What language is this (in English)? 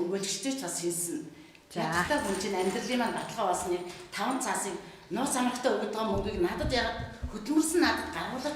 Mongolian